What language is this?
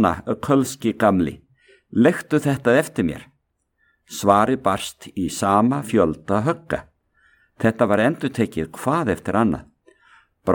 Icelandic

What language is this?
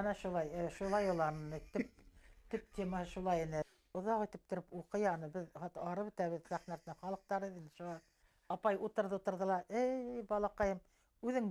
Bashkir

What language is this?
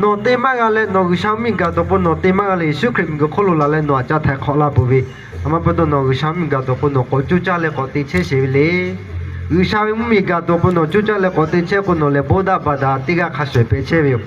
Lahu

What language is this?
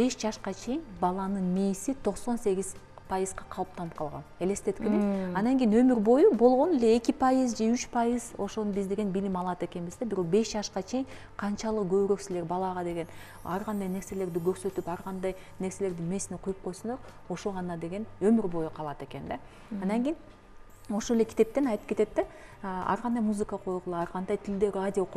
Kyrgyz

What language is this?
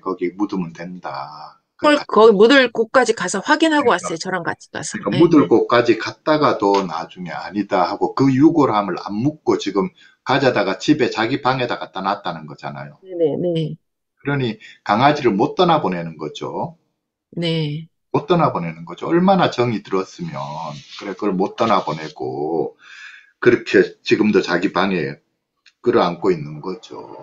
Korean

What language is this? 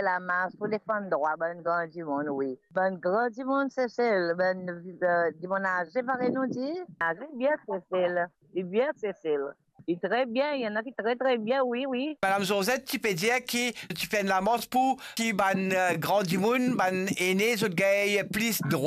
Morisyen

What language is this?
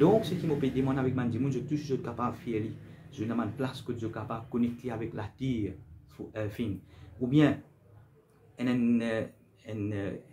Morisyen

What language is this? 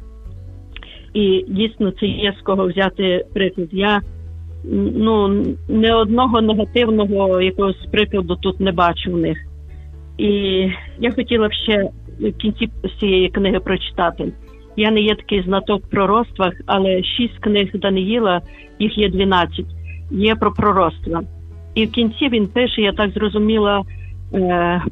Ukrainian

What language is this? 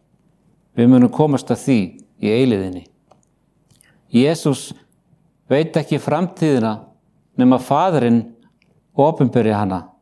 Icelandic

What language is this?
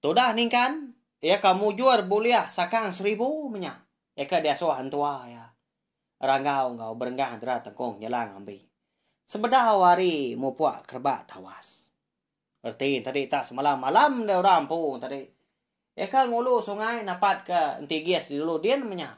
Iban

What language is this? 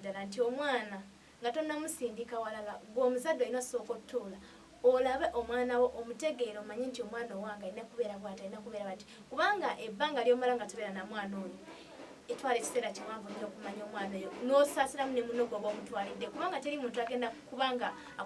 Ganda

